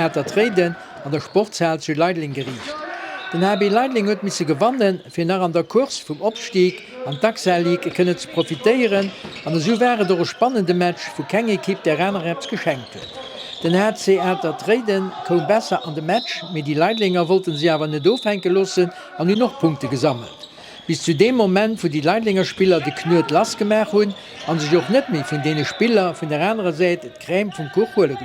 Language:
Luxembourgish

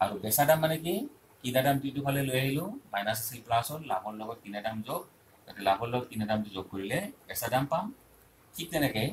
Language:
Assamese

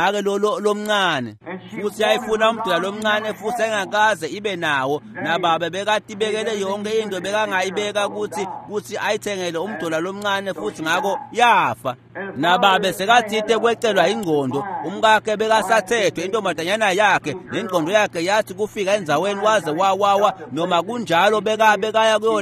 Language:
Swati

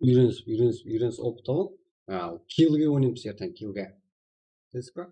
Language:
Kara-Kalpak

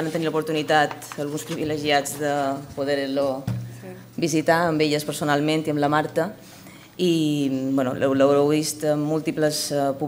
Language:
Catalan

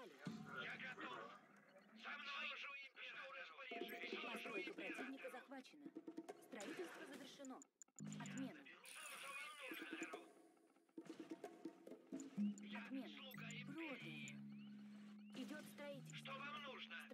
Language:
Russian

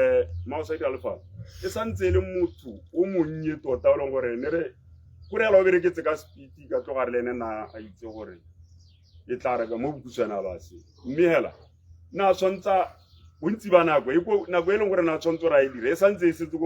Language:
Tswana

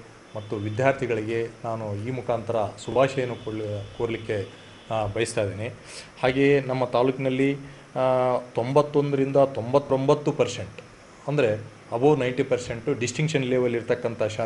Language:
Kannada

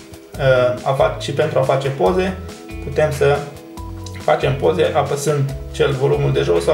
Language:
Romanian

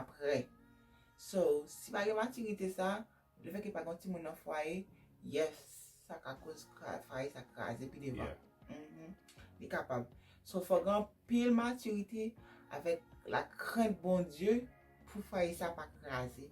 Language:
Haitian Creole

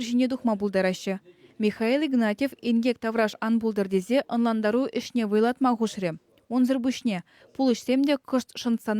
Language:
Chuvash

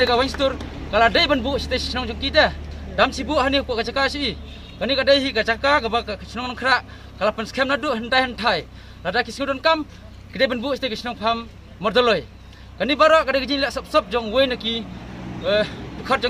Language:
Khasi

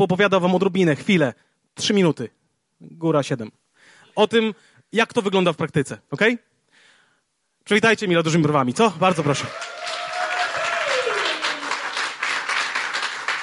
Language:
Polish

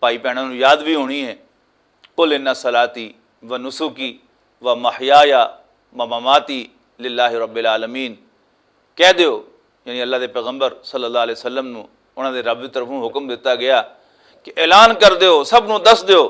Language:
Western Panjabi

